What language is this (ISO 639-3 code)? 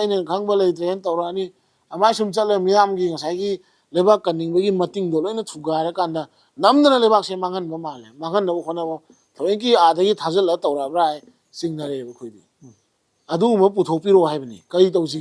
mni